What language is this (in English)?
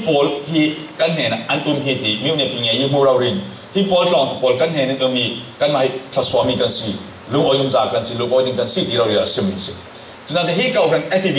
Falam Chin